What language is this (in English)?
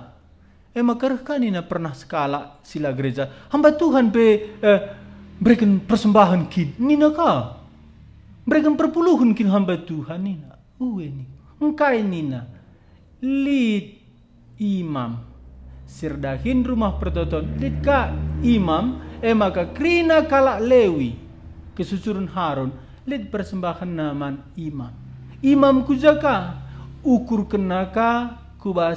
Batak Karo